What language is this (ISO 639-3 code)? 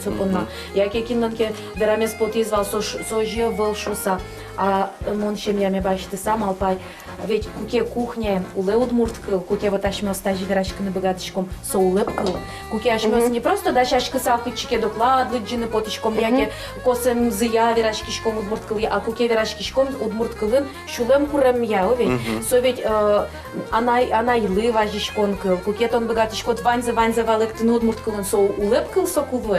udm